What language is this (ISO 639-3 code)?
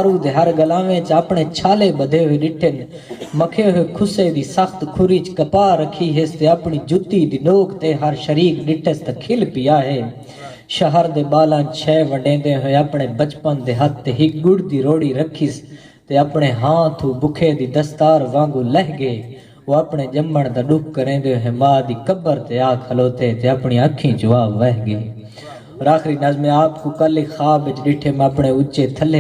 skr